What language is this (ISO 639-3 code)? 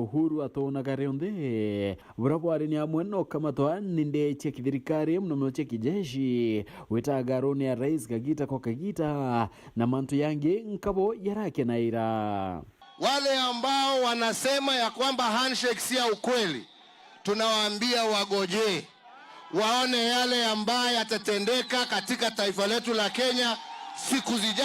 mer